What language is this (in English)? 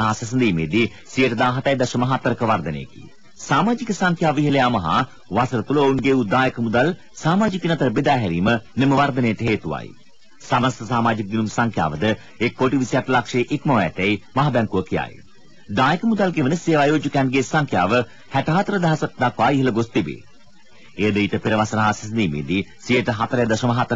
Sinhala